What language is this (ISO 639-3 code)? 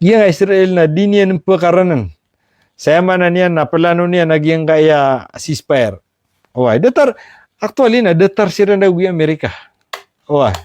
mrw